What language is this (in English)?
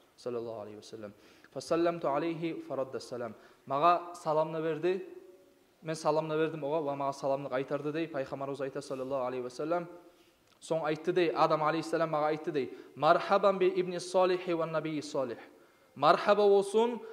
Kumyk